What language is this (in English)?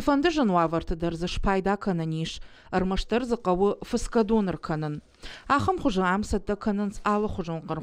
Ossetic